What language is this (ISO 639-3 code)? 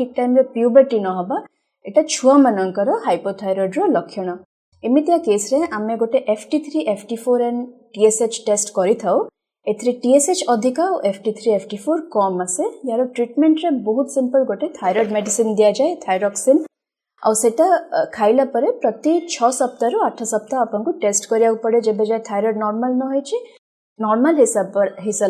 ori